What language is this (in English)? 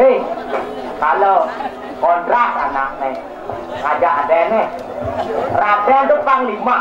Balinese